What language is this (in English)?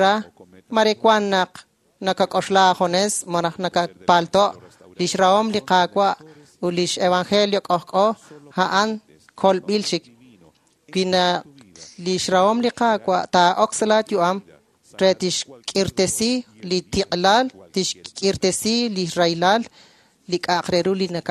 Kekchí